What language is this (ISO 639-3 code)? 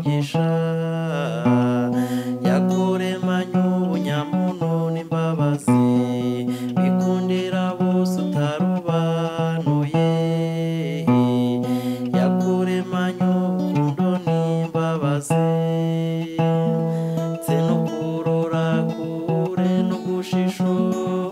kin